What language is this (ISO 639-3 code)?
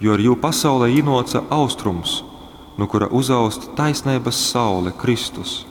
ltg